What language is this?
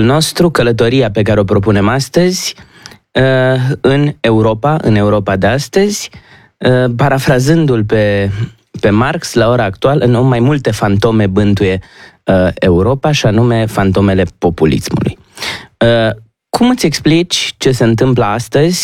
Romanian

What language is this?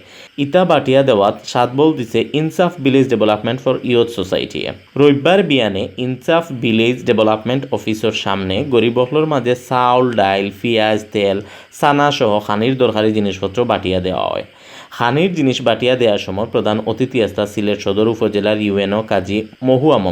Sylheti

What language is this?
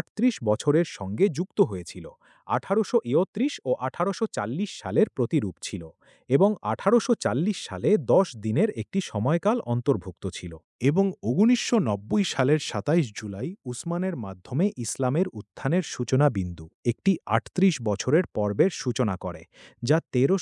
Bangla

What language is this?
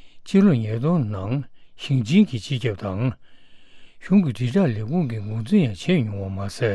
Tibetan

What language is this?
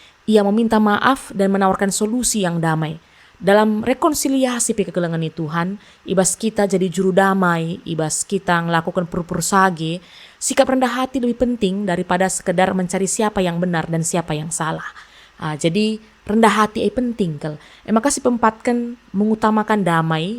Batak Karo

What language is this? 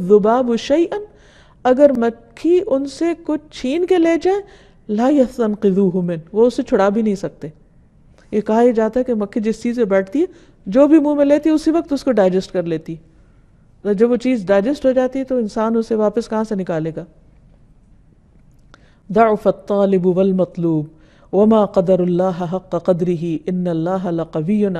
Urdu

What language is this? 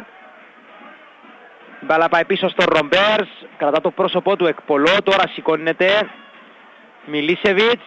Greek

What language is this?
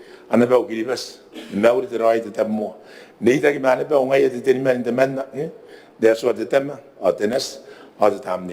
Gilbertese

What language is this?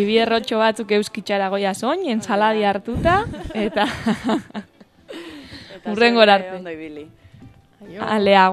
Basque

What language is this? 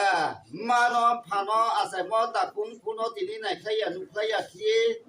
Riang (India)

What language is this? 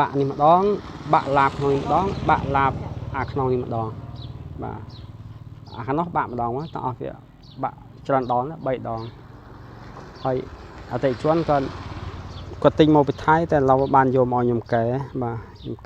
Khmer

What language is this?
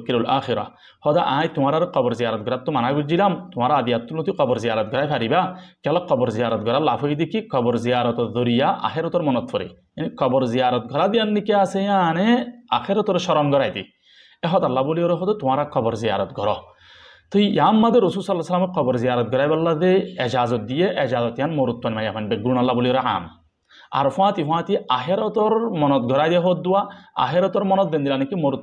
Rohingya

